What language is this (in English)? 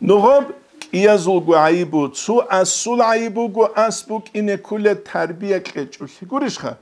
Avaric